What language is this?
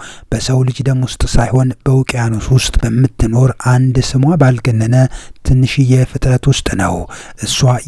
Amharic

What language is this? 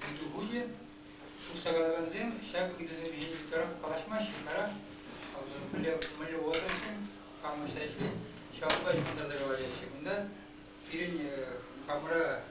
Chuvash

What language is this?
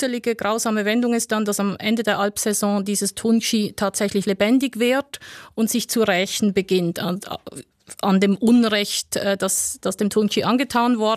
German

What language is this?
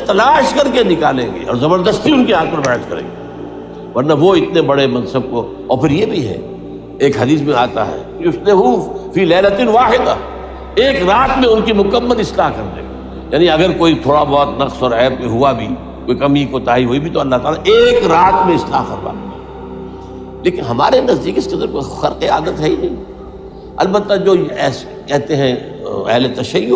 Urdu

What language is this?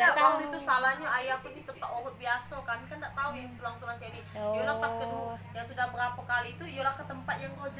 Musi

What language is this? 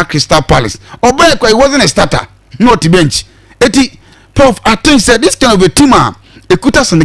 Akan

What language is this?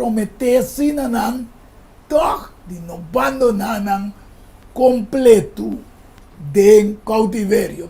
Papiamento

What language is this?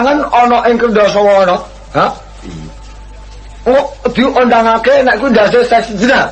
Javanese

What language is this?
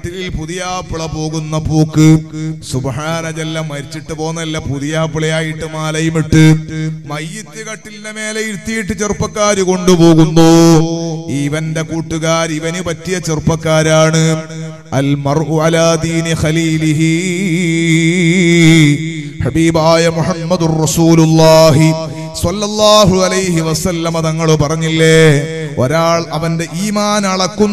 Malayalam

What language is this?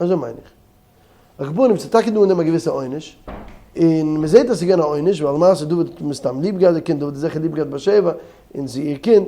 Yiddish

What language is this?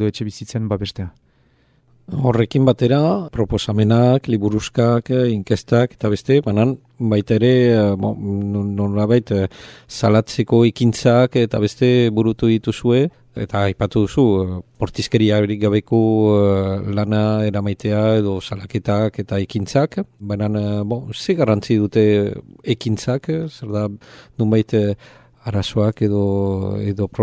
Basque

